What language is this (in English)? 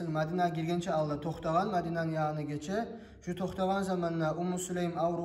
Kumyk